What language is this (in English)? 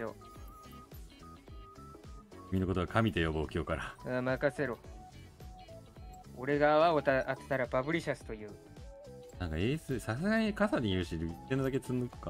Japanese